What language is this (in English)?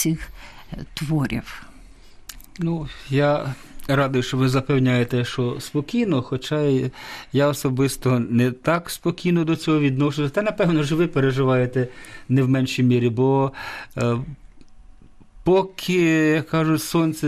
Ukrainian